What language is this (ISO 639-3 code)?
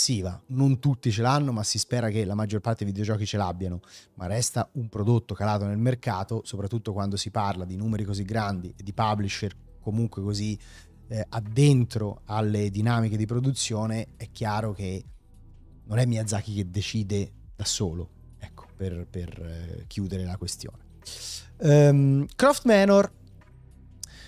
ita